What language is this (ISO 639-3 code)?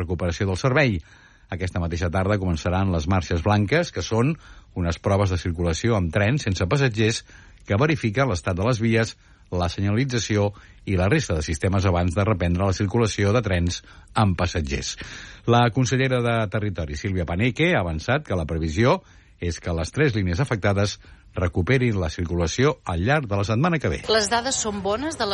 cat